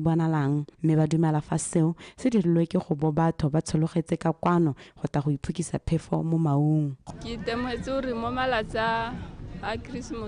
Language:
Tswana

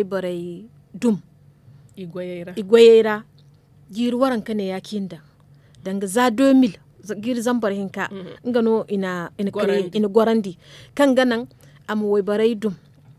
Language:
Zarma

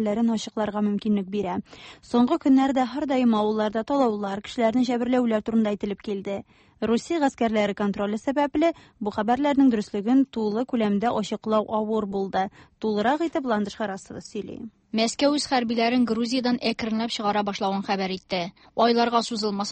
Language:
Tatar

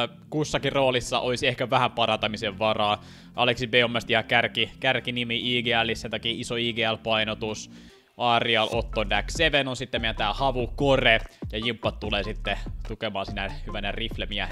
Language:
Finnish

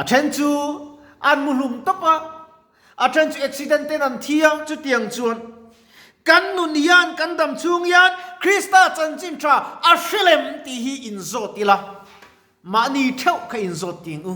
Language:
Mizo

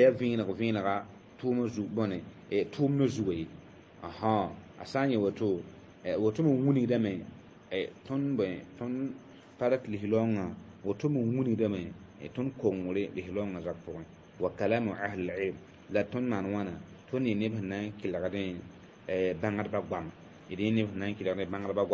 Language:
Mossi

